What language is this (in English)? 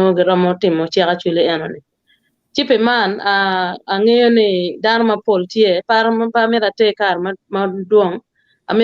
Acoli